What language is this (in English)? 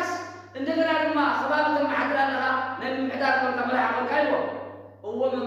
Tigrinya